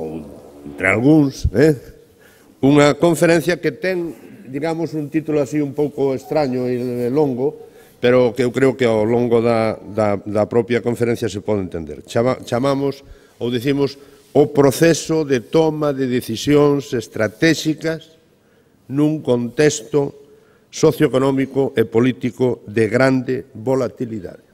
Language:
Galician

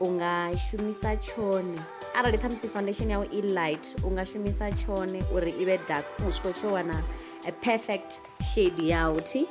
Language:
Venda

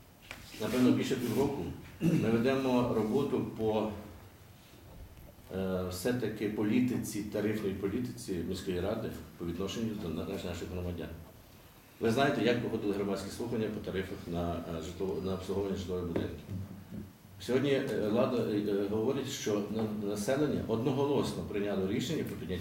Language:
Ukrainian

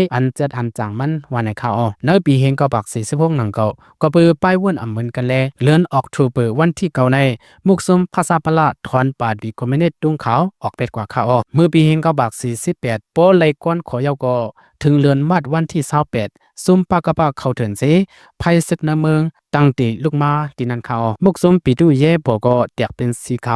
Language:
Shan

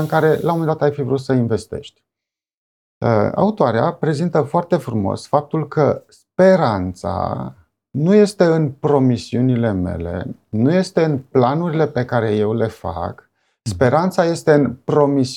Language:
Romanian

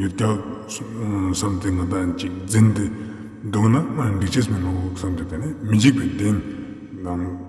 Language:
Ladakhi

